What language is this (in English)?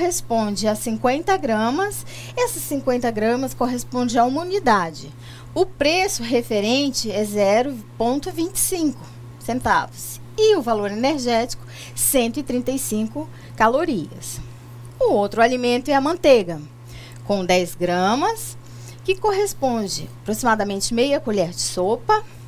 Portuguese